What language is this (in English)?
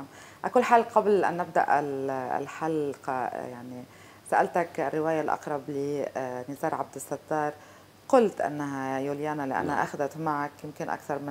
North Levantine Arabic